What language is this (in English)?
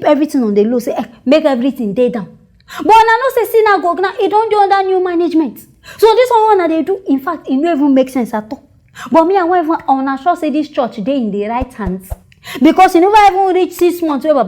Nigerian Pidgin